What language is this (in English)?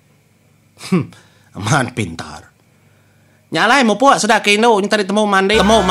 Iban